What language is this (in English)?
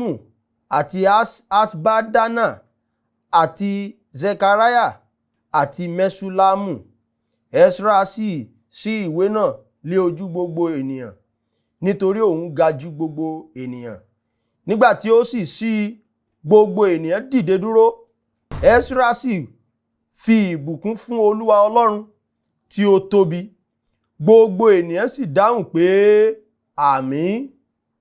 Yoruba